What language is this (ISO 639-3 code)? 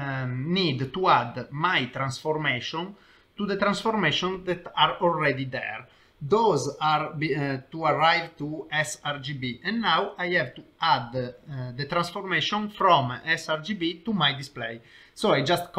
eng